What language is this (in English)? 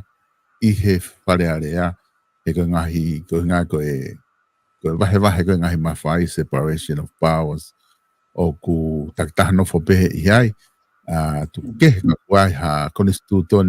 Tongan